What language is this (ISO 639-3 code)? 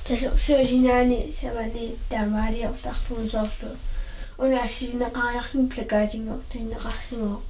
kal